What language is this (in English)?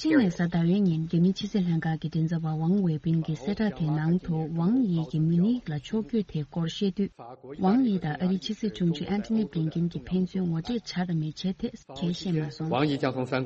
Tibetan